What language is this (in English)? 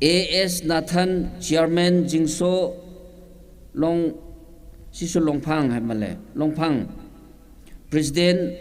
Tangkhul Naga (India)